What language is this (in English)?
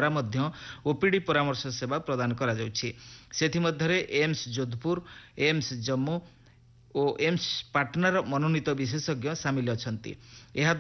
Odia